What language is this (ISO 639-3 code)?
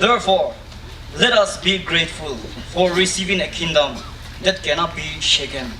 nri